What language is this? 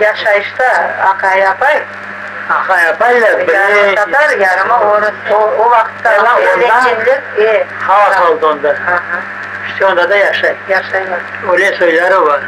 Crimean Tatar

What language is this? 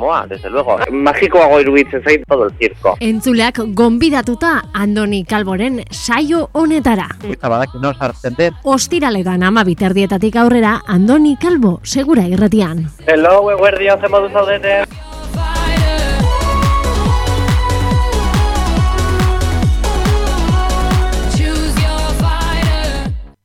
Basque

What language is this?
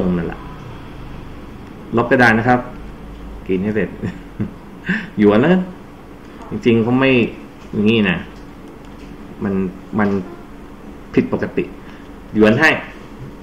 Thai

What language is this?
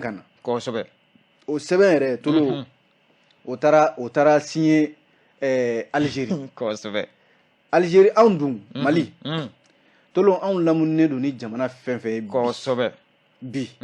Bambara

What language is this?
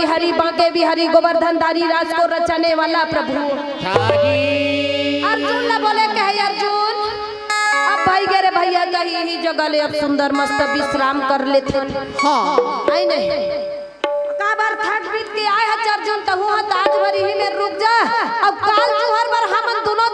Chhattisgarhi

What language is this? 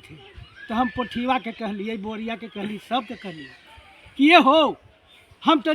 Magahi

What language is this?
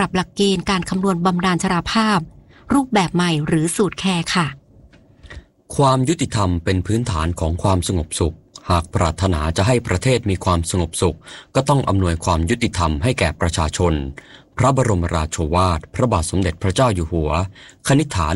Thai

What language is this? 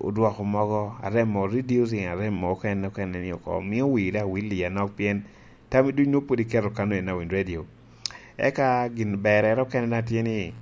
Lango (Uganda)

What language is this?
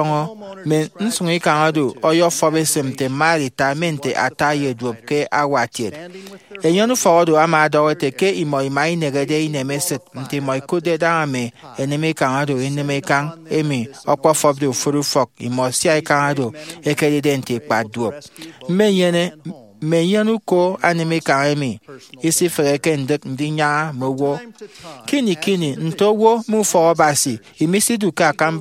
Efik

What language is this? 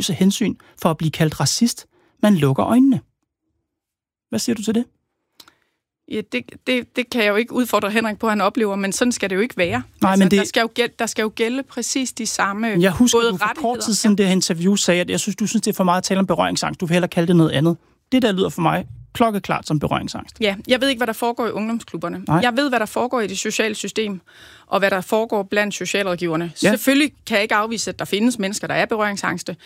Danish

